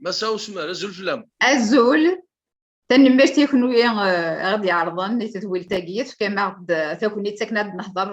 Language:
Kabyle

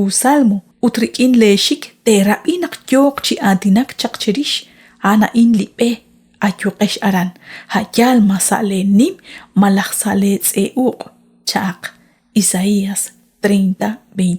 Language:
Kekchí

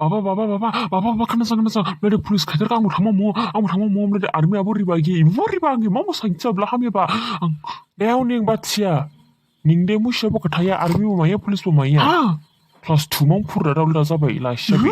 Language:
Dimasa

